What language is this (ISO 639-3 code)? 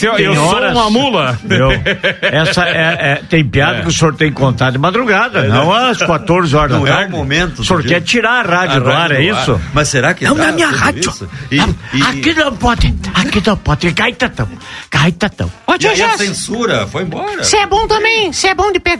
por